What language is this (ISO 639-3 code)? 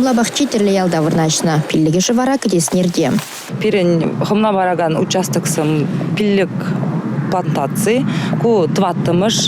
chv